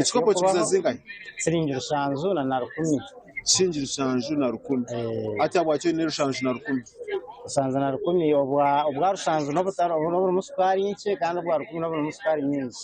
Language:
Nyankole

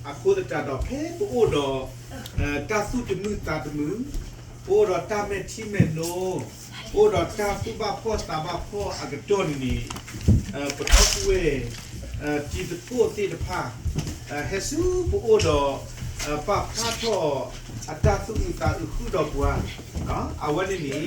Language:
S'gaw Karen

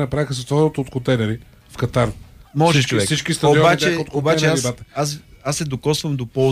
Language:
Bulgarian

